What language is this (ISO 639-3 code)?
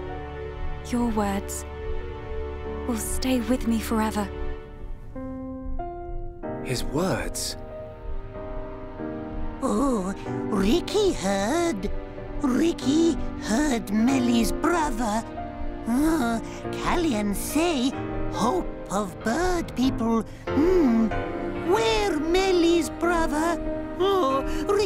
eng